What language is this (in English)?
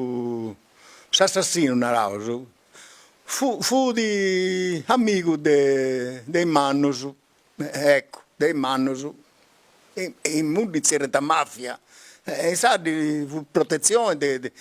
Sardinian